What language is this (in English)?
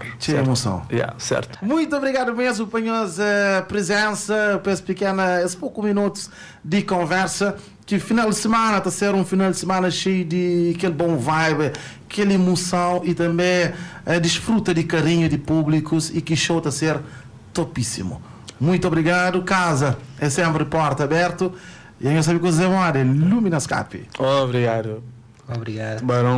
Kabuverdianu